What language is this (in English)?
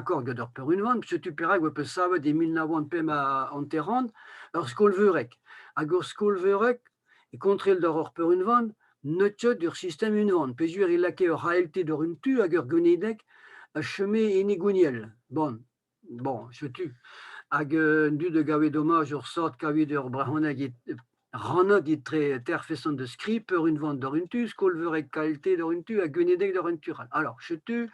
Breton